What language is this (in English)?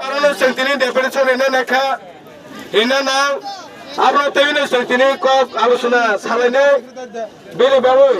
Kok Borok